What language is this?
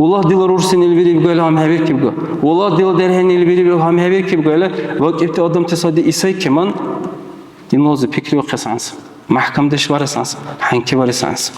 Dargwa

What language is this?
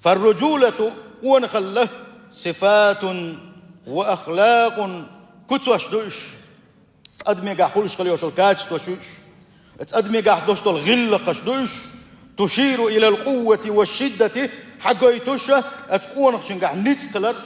Chechen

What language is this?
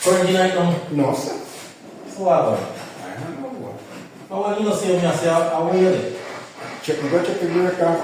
Jamaican Creole English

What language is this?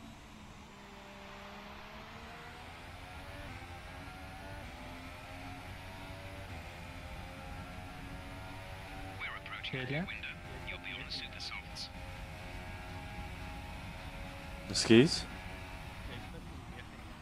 Afrikaans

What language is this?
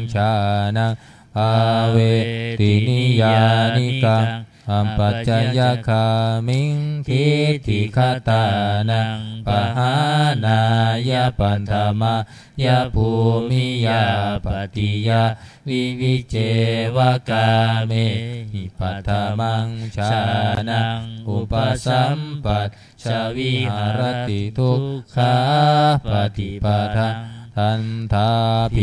Pali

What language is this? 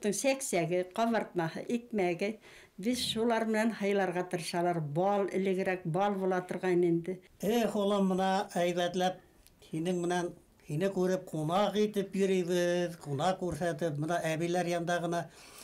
Bashkir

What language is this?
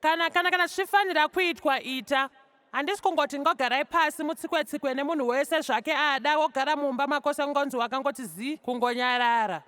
Shona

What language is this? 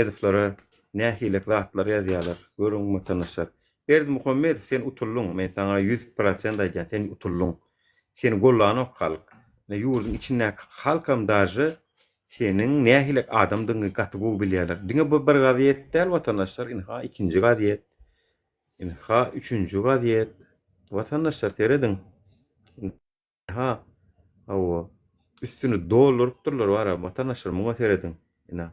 Turkmen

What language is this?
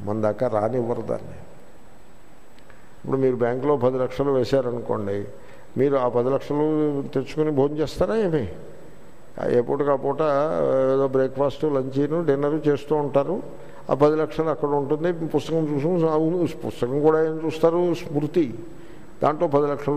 Telugu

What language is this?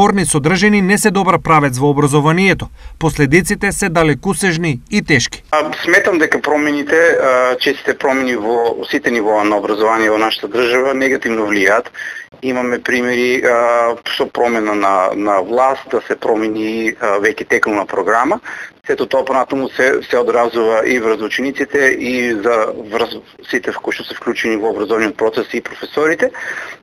Macedonian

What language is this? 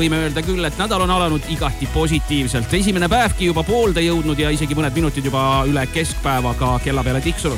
Estonian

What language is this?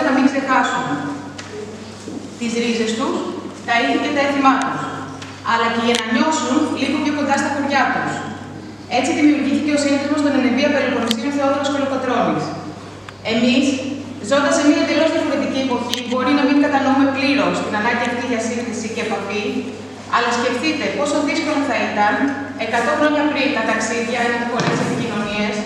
Greek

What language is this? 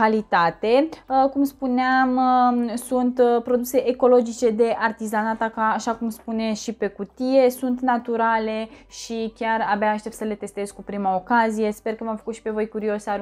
Romanian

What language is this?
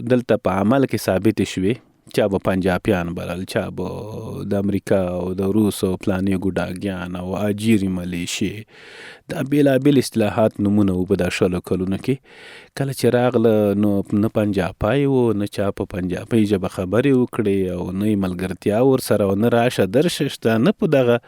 Pashto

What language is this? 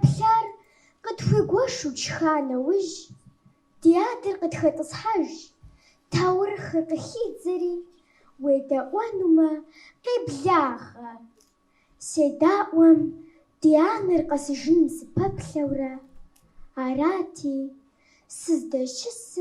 Kabardian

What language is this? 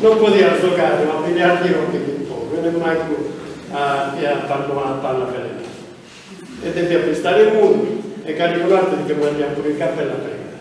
Sardinian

